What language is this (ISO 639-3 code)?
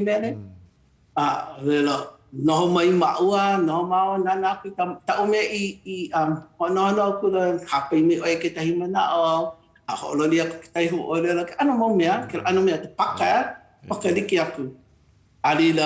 haw